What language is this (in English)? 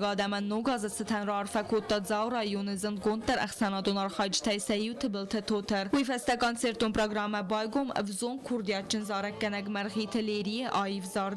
Ossetic